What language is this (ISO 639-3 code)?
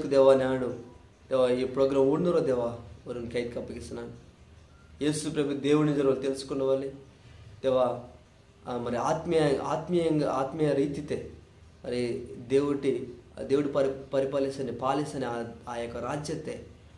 kff